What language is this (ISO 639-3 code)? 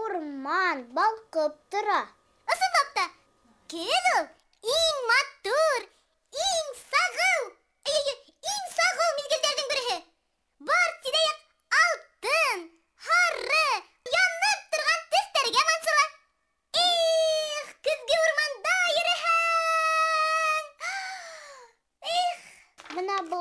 bak